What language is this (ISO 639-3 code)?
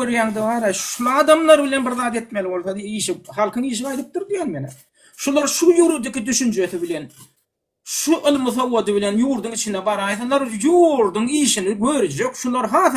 tuk